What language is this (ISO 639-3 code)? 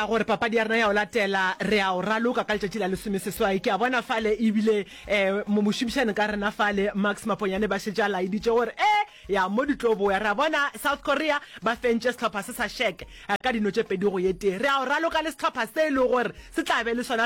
nso